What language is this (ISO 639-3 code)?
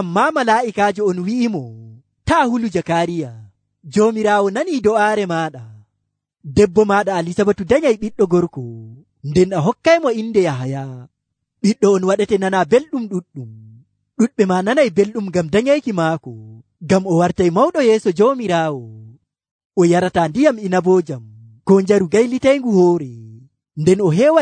fuv